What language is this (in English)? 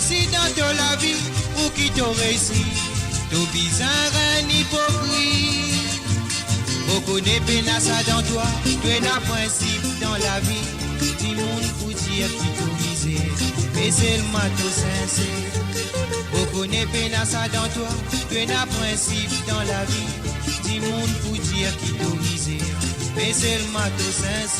Morisyen